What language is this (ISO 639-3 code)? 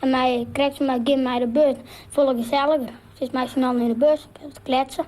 fry